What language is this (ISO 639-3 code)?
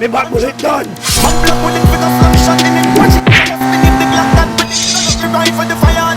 jam